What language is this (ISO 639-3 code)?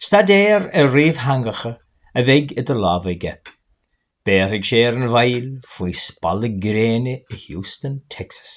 gle